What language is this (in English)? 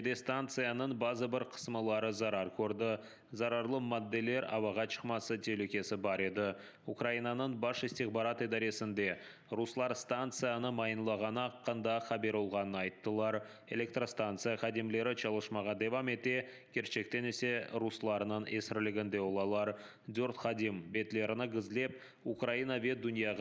Crimean Tatar